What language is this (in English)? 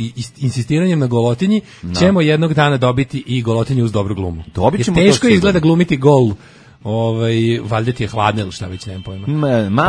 Serbian